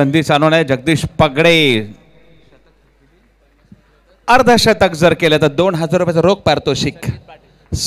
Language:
Marathi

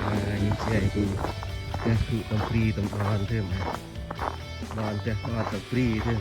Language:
Central Mnong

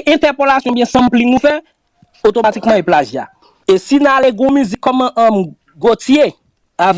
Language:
Haitian Creole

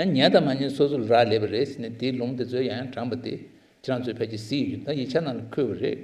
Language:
Tibetan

